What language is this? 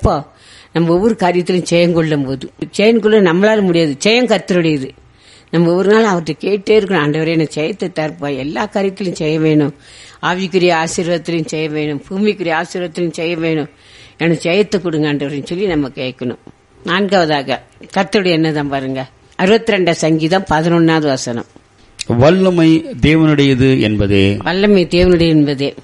Tamil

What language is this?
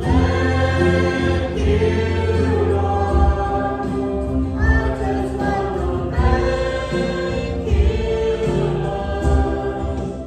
Central Mnong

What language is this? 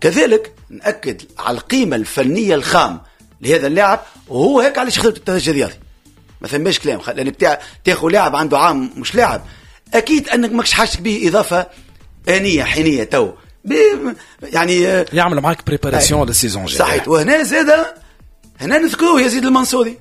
Tunisian Arabic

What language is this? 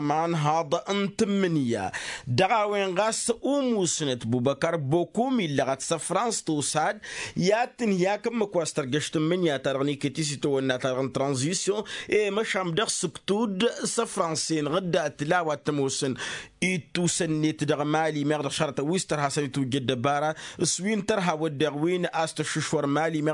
Tamasheq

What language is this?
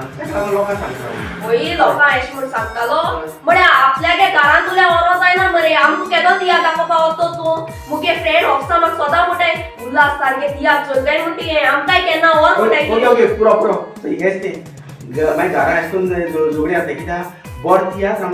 Konkani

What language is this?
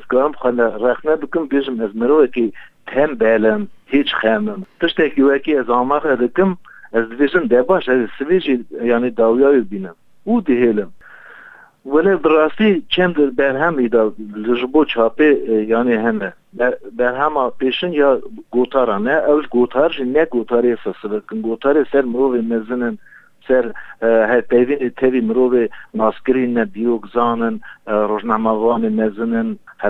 Kurdish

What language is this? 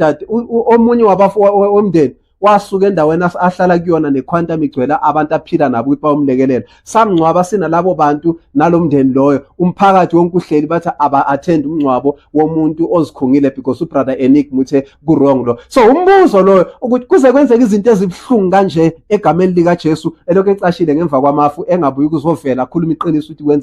Zulu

